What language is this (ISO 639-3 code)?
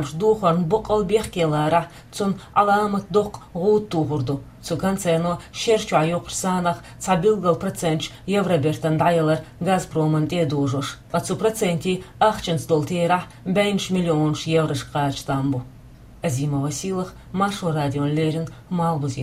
che